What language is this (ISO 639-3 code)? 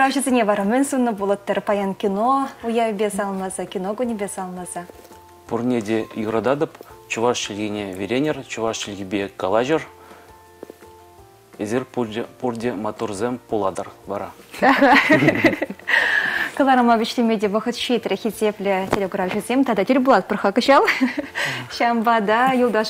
chv